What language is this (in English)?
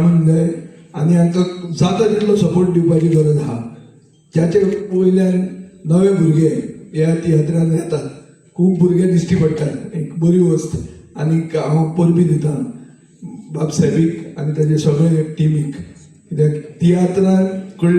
Konkani